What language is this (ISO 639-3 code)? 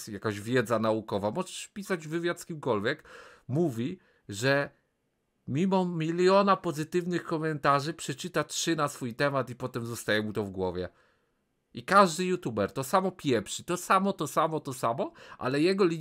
pol